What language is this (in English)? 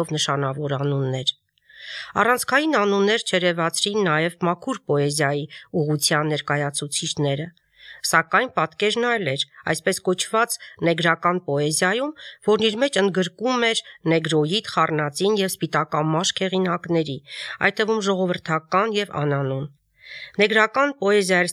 Armenian